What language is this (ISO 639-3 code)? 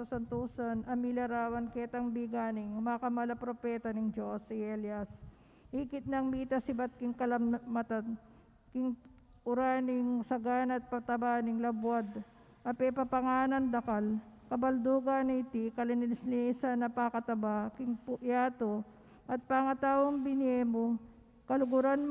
pam